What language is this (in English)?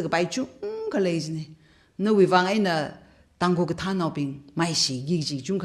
Tangkhul Naga (India)